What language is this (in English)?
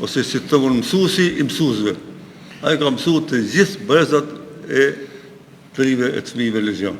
Albanian